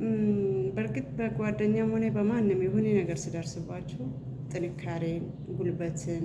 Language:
Amharic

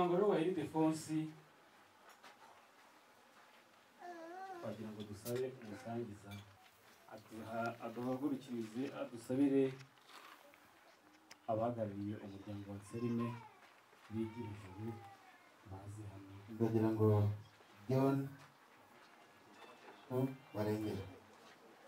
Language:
Kinyarwanda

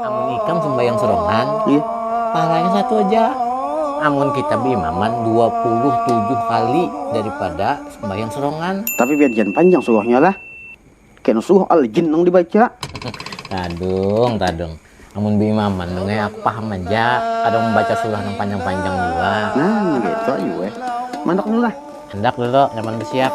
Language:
Banjar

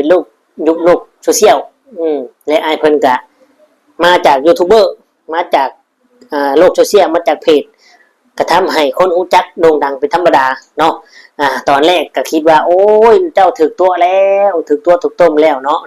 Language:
Lao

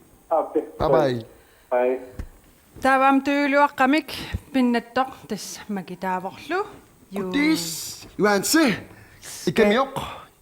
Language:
Kalaallisut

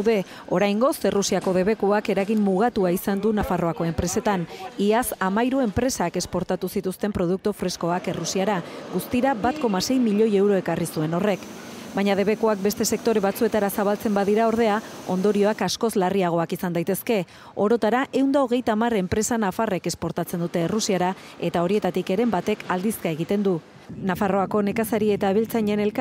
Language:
Basque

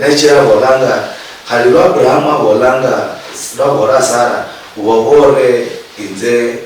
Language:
Luyia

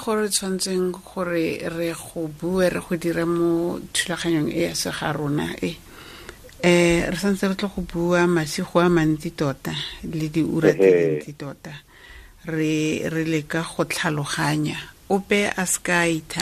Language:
Tswana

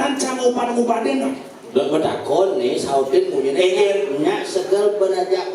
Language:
Balinese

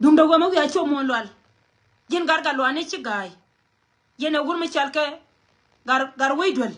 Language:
Nuer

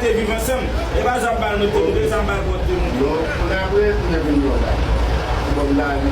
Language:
Haitian Creole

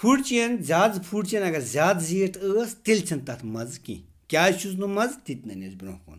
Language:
Kashmiri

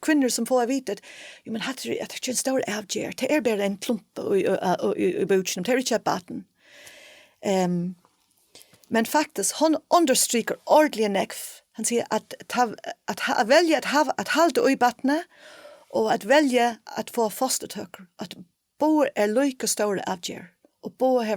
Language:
Faroese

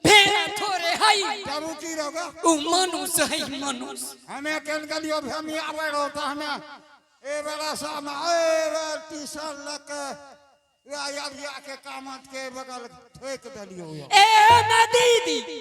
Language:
Angika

